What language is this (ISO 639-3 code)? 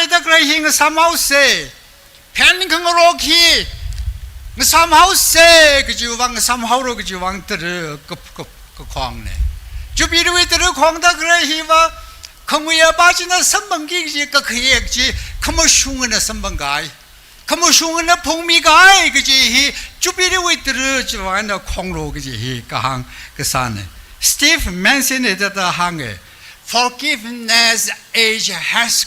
nmf